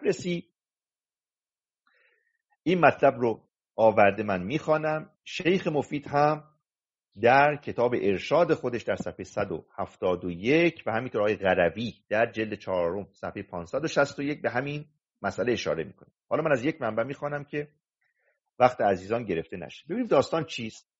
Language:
Persian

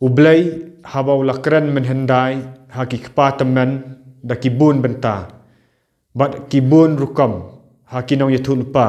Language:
Khasi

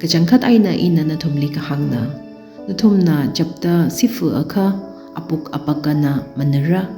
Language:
Tangkhul Naga (India)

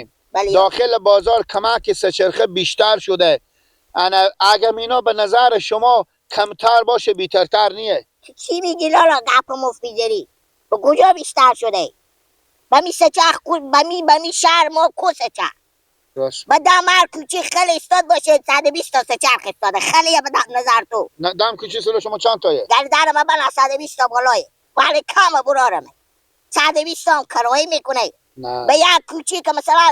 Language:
Persian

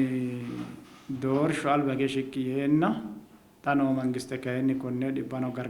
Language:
Sidamo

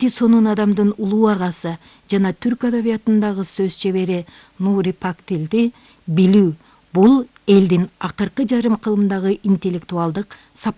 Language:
Kyrgyz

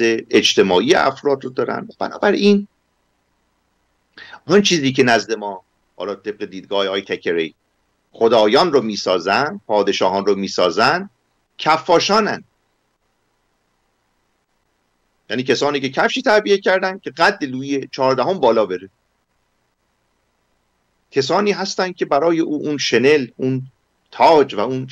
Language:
Persian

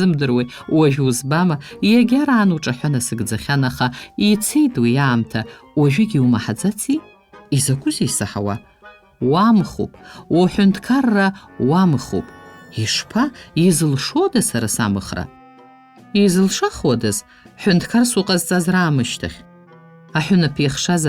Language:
Abkhazian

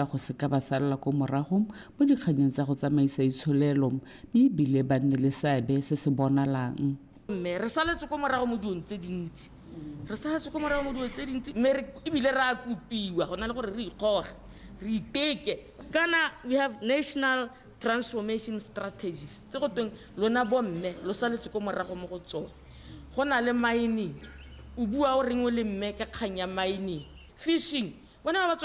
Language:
Tswana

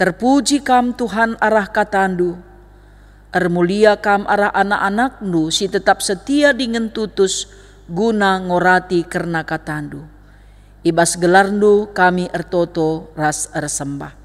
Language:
Batak Karo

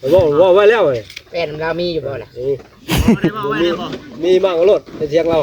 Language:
Lao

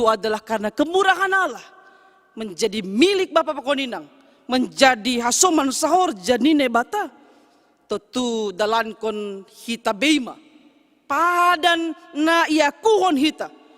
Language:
Batak Simalungun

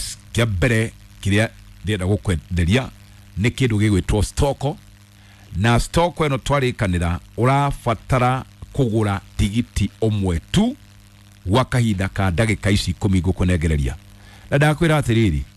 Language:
Kikuyu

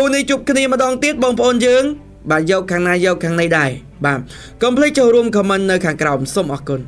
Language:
Khmer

